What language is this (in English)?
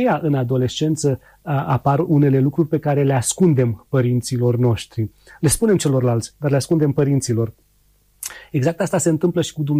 Romanian